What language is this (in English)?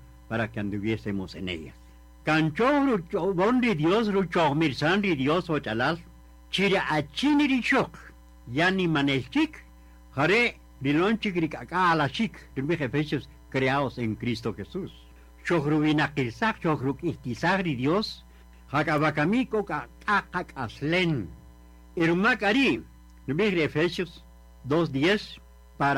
Kaqchikel